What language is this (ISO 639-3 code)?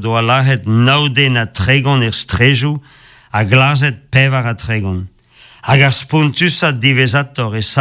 bre